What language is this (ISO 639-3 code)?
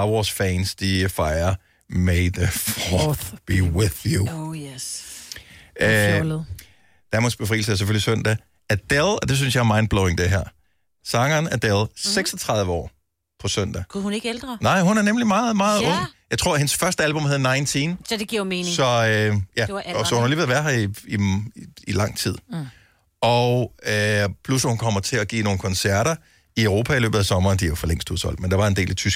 dan